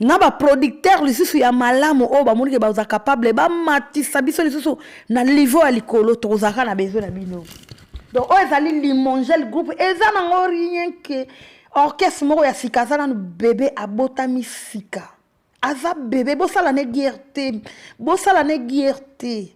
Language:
Lingala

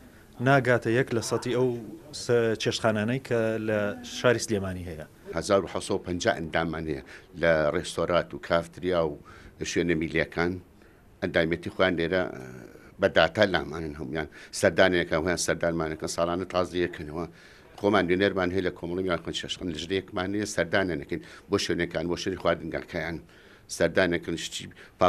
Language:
Central Kurdish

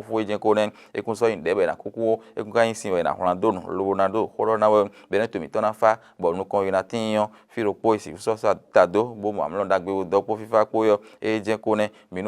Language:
Fon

